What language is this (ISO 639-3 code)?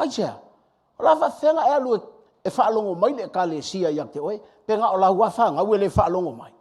smo